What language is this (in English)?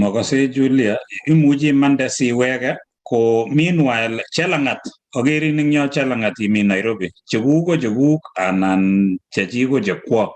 Kalenjin